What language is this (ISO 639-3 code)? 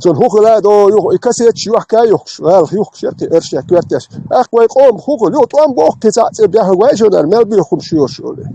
che